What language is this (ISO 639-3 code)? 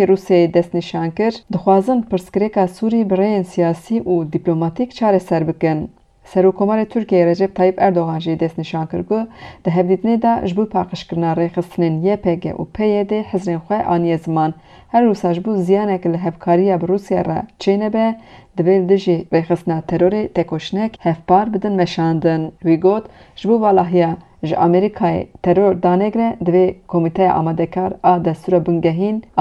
kur